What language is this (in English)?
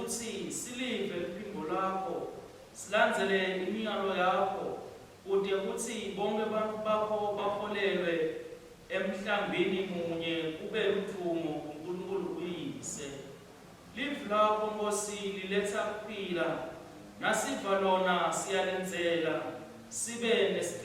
Swati